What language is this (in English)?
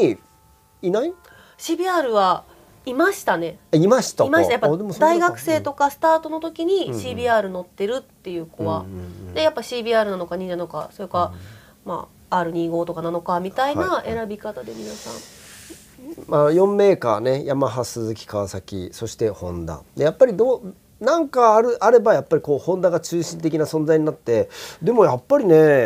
Japanese